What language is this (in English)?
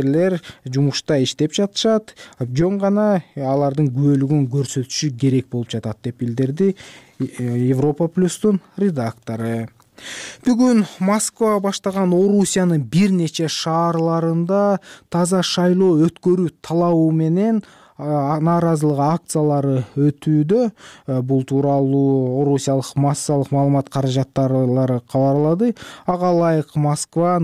Kyrgyz